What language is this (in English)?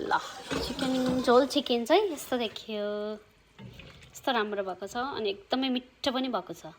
Nepali